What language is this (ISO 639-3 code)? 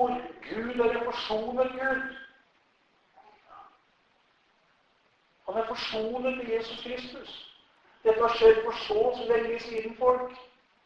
nor